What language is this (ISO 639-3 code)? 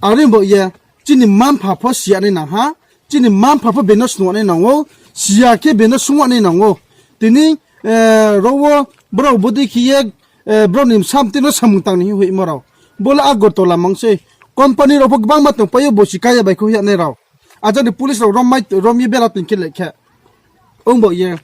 ria